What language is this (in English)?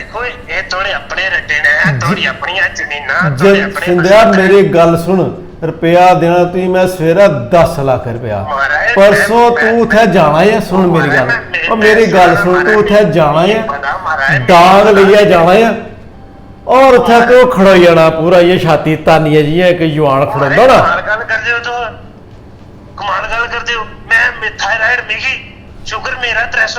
Dogri